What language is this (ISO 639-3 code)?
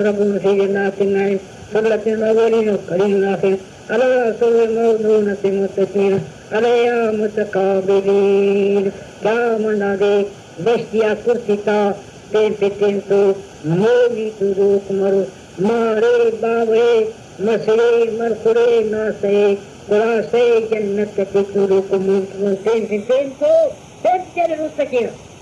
brh